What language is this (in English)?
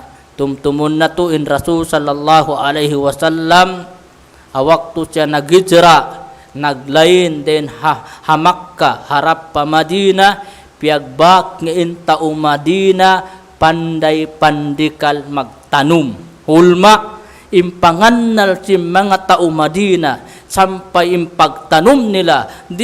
Tausug